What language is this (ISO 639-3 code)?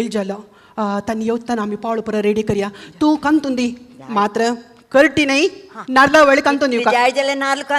kok